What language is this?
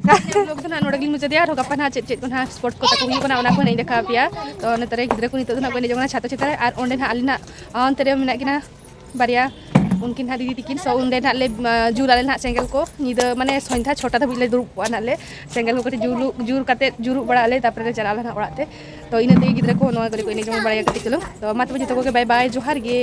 Santali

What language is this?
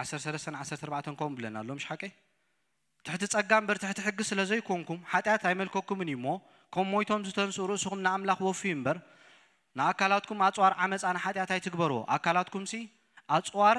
Tigrinya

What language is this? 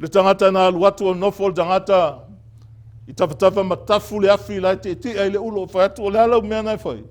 Samoan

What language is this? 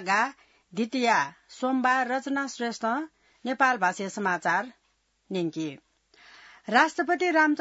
Newari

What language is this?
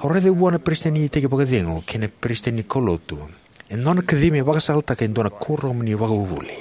Fijian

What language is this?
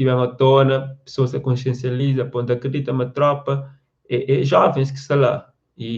Kabuverdianu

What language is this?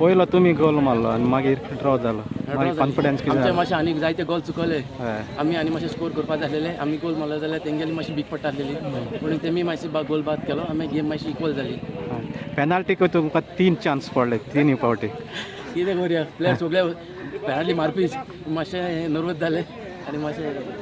Konkani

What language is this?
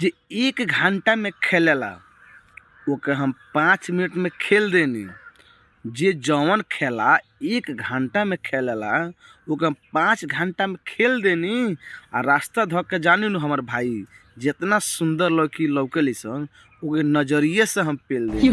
Bhojpuri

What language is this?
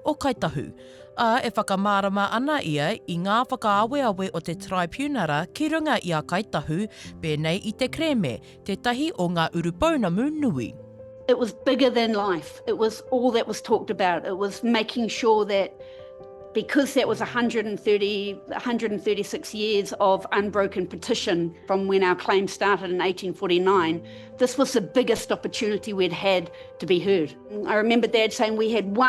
Māori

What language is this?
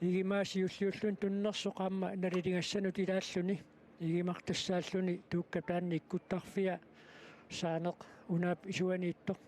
Kalaallisut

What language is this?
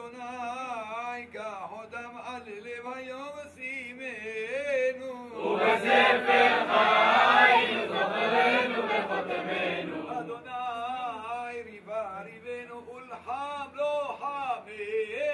Hebrew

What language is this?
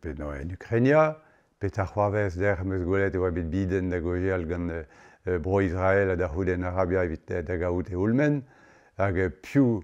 Breton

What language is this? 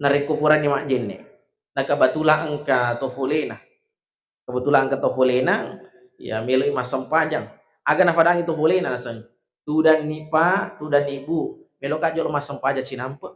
Buginese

